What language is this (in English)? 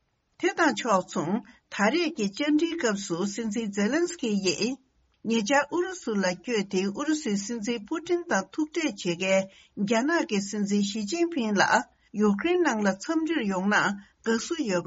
Tibetan